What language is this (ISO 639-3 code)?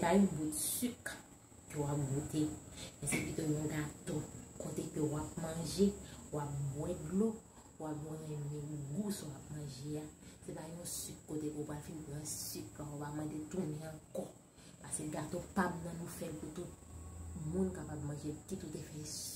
hat